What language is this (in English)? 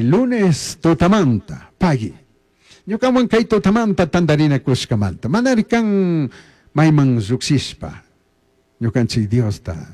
Chimborazo Highland Quichua